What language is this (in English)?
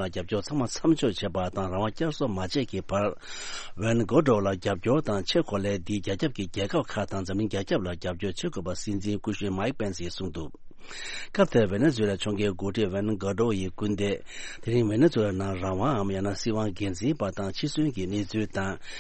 Tibetan